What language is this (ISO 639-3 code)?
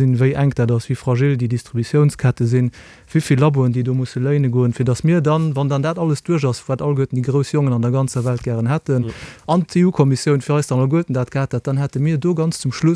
ltz